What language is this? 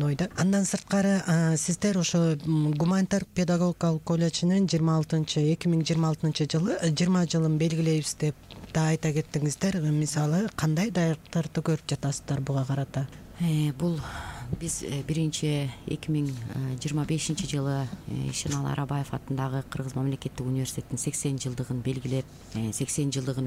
Kyrgyz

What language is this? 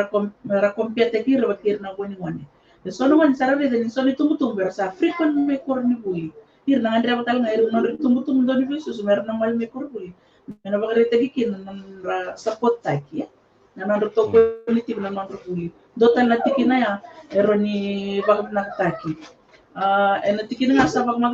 Fijian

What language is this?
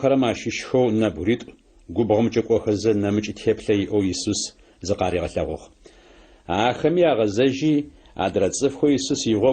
Adyghe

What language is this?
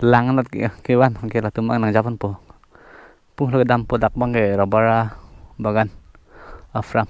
Karbi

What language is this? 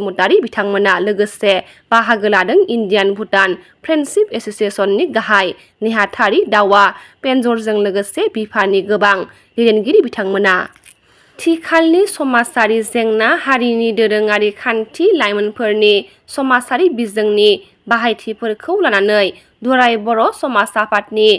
Bodo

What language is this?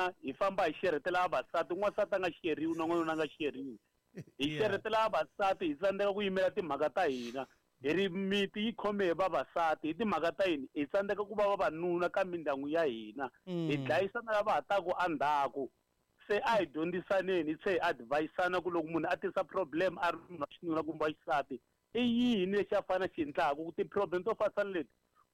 Tsonga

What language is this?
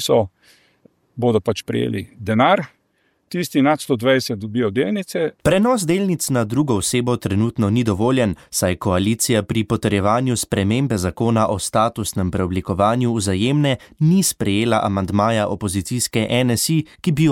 Slovenian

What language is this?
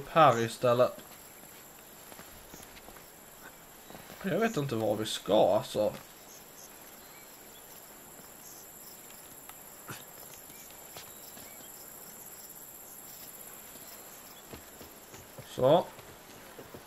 Swedish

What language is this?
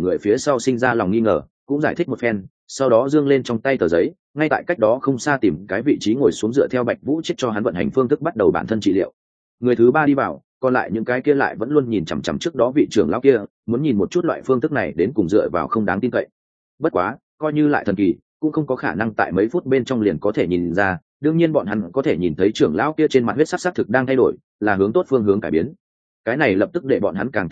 Vietnamese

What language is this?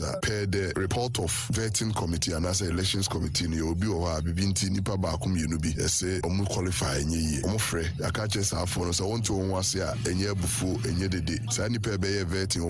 Akan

